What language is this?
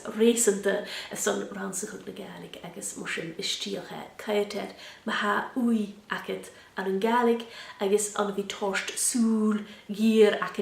Scottish Gaelic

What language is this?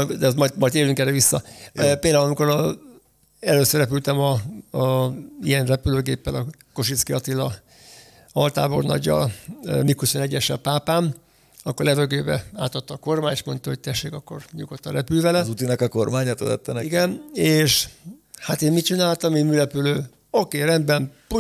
Hungarian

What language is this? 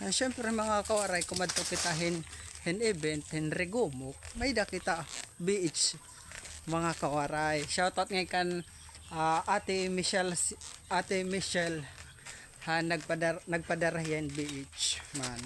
Waray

